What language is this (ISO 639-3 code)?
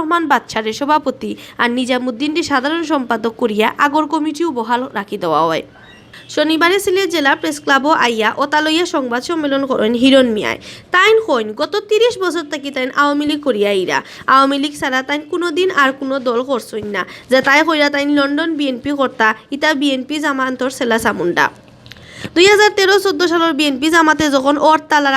syl